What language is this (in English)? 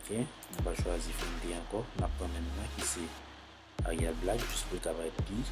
Haitian Creole